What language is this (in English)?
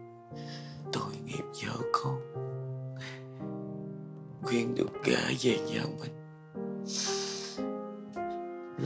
Vietnamese